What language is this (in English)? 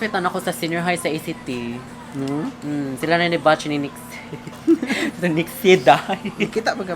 Cebuano